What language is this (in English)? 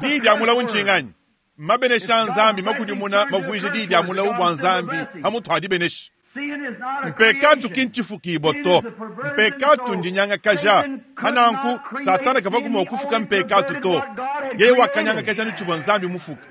Luba-Lulua